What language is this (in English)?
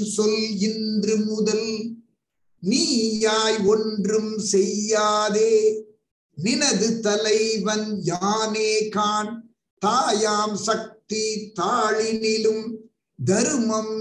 Tamil